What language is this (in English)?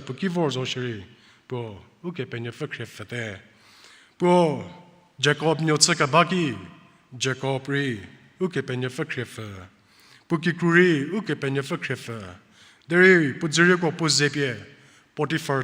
Angami Naga